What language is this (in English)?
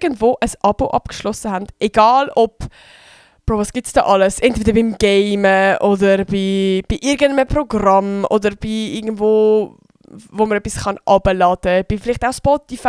Swiss German